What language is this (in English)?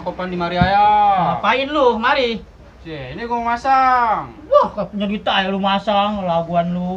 Betawi